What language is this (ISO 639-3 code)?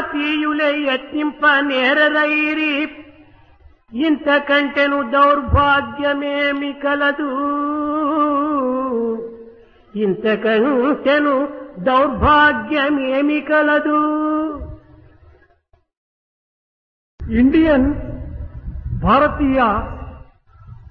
tel